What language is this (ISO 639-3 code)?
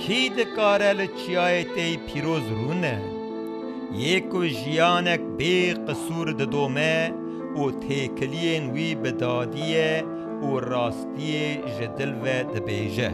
kur